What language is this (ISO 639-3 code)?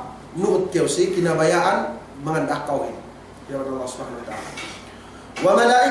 yka